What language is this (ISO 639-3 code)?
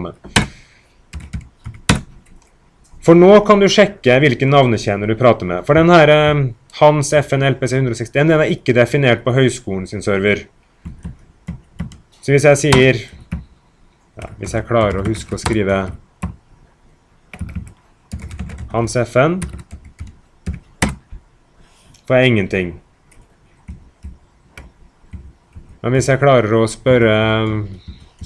nor